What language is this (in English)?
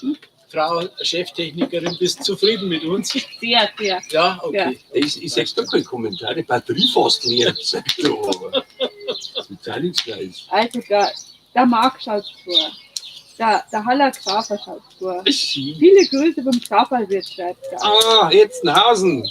Bavarian